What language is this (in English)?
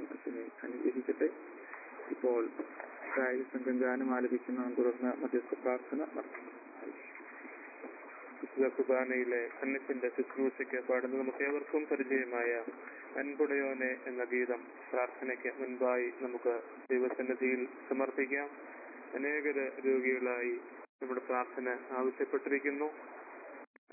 Malayalam